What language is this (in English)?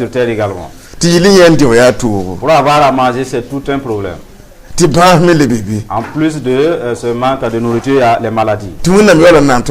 Mossi